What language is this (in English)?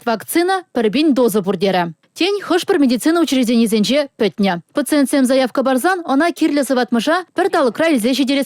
Chuvash